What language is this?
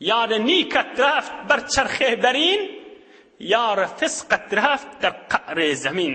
Turkmen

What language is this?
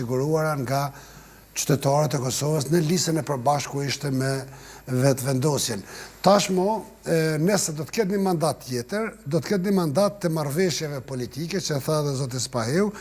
Albanian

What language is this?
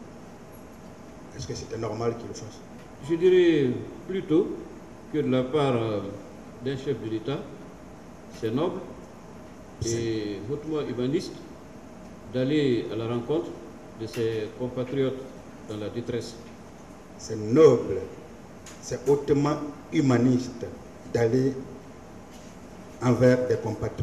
French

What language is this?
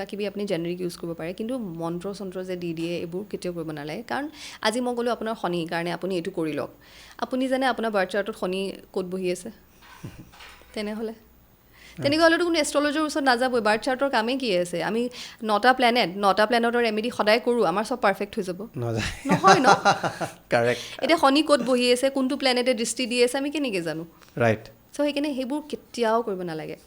Assamese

